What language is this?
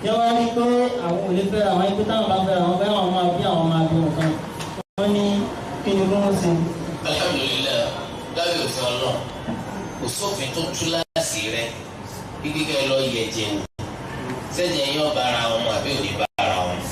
Yoruba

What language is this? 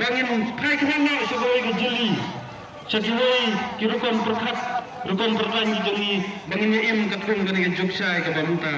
Khasi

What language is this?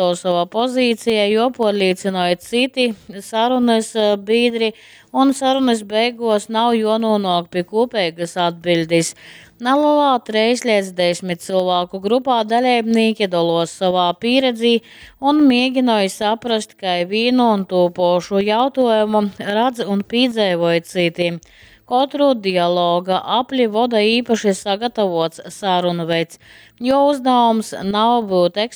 Latgalian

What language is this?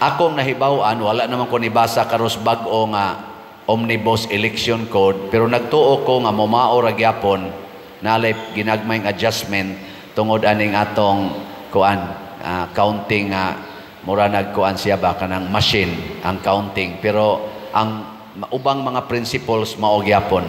Cebuano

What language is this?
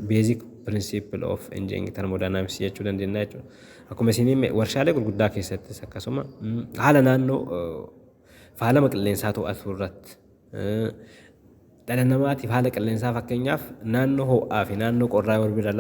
Oromo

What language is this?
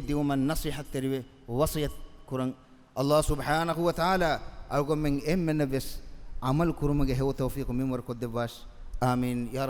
Divehi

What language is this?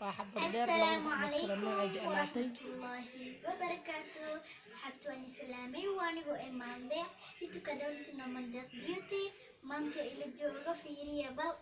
Somali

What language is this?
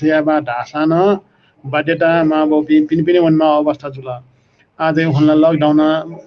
Newari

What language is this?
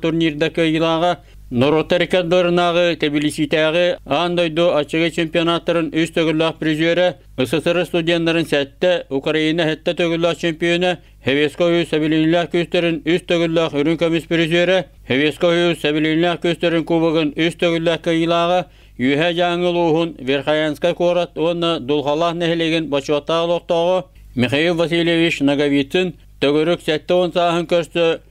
Yakut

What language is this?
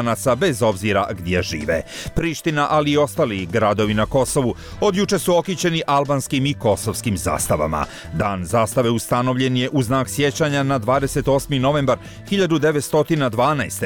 Croatian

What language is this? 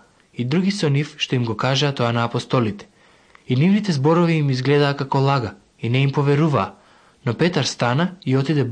Macedonian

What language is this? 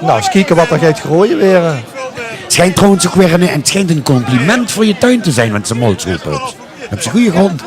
Limburgish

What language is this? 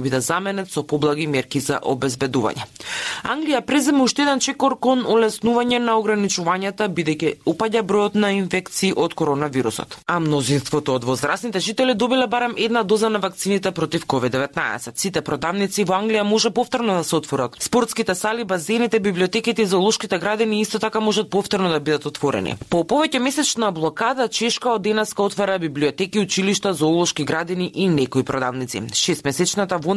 Macedonian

